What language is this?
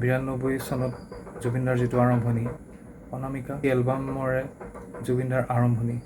Assamese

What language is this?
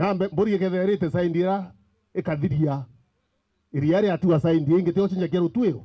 Meru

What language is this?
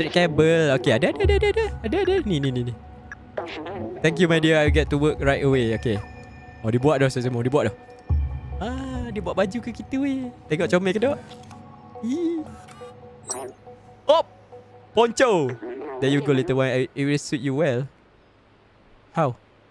Malay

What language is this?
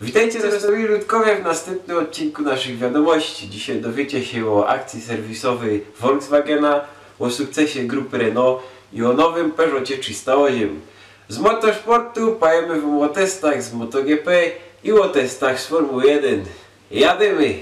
Silesian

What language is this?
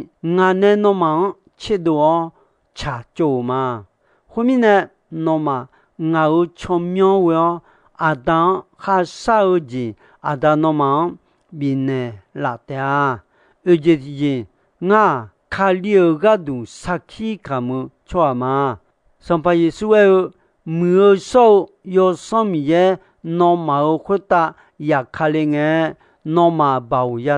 Akha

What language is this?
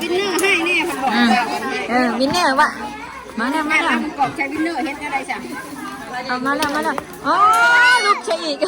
Northeastern Thai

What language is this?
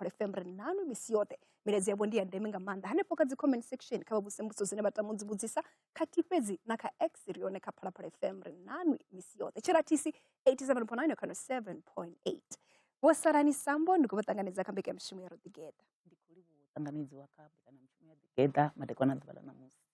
Venda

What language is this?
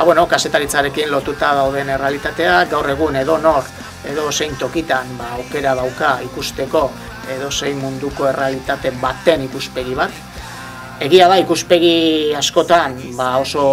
Basque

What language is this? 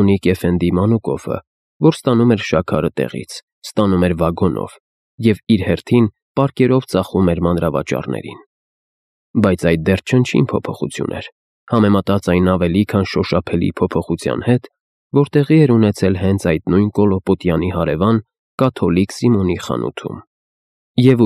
Armenian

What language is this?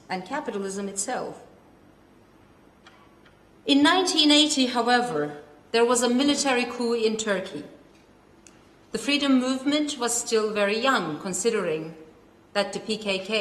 English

